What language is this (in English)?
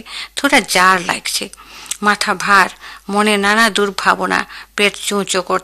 Bangla